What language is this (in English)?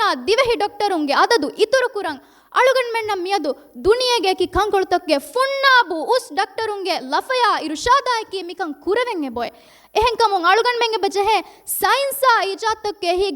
Divehi